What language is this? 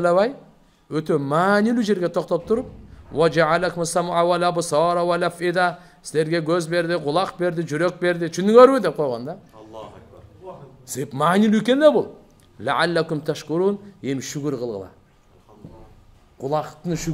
Kyrgyz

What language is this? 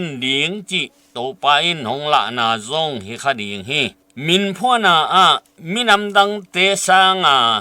Tedim Chin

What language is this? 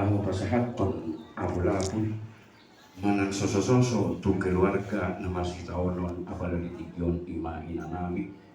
Batak Toba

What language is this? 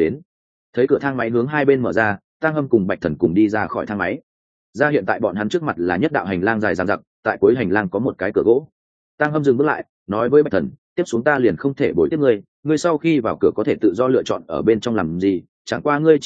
Vietnamese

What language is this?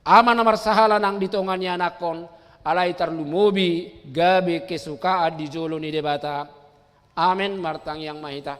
Batak Toba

